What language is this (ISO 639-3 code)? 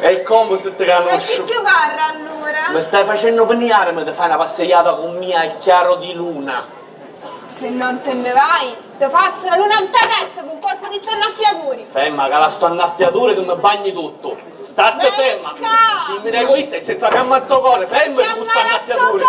scn